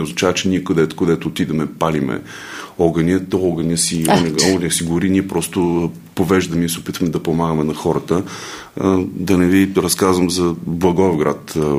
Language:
Bulgarian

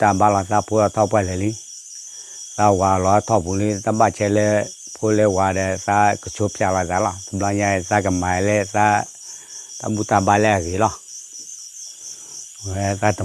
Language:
S'gaw Karen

